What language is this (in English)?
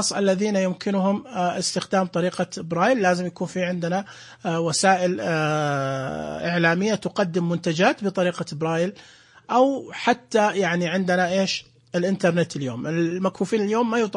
Najdi Arabic